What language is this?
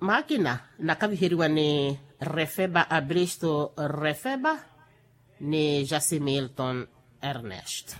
Makhuwa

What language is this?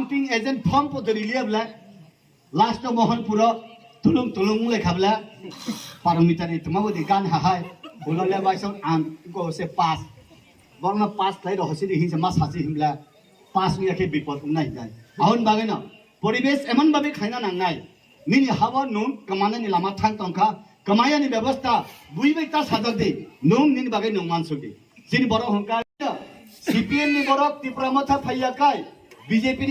Kok Borok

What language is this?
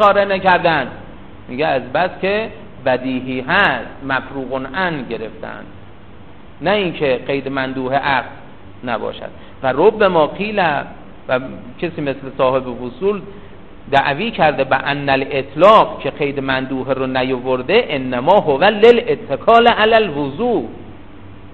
Persian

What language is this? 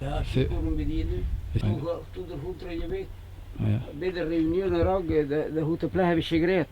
Breton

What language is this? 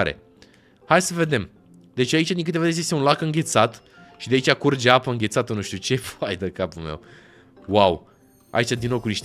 Romanian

